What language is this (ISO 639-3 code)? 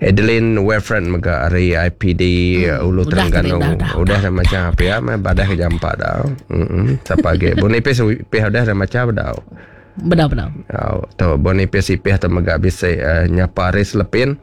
iba